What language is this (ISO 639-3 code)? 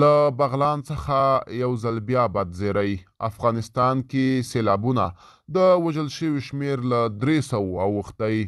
pus